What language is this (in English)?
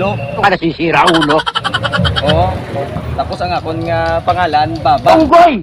Hiligaynon